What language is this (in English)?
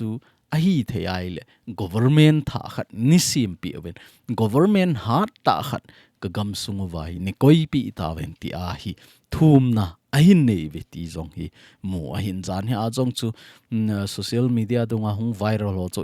Thado Chin